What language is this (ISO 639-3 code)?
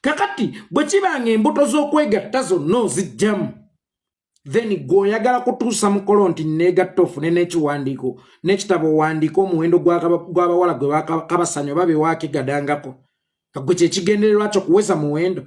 lug